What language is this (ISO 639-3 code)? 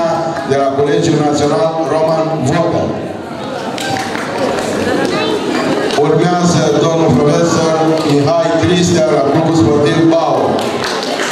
ron